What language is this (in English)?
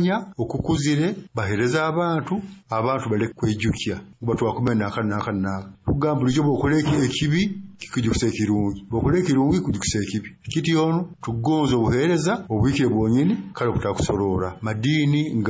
Nyoro